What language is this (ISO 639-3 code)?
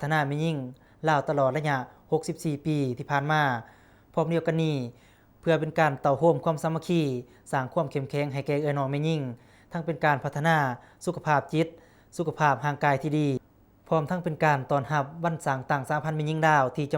lao